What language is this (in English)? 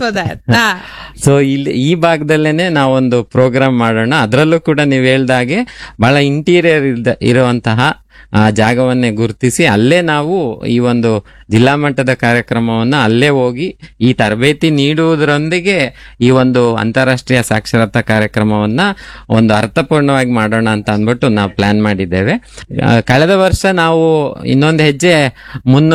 Kannada